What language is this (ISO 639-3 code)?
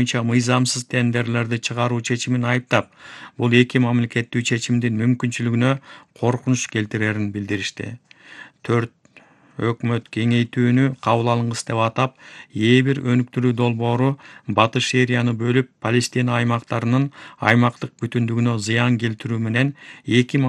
kir